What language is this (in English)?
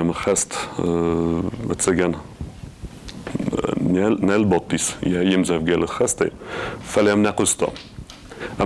Ossetic